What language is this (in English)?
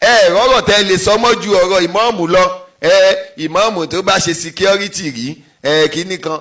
Yoruba